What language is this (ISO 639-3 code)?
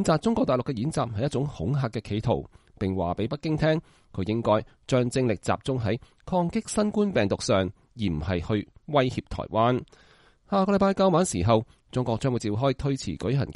yue